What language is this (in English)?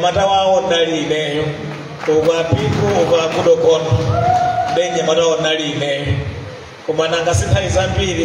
Nyanja